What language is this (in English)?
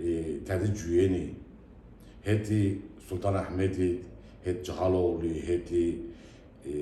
Zaza